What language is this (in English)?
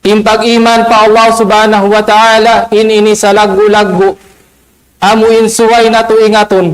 Tausug